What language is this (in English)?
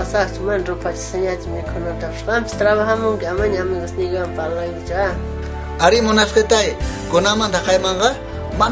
South Bolivian Quechua